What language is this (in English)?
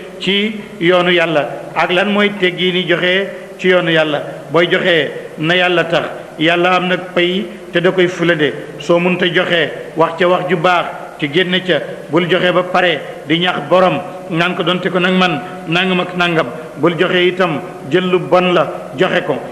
Wolof